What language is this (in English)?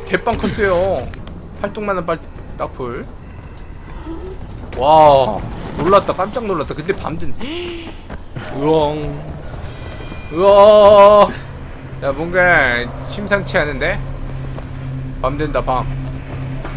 Korean